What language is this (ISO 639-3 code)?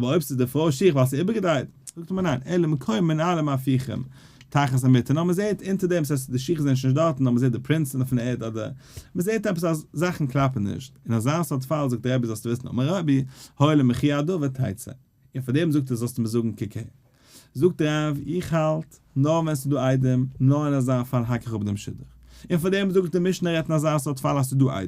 yid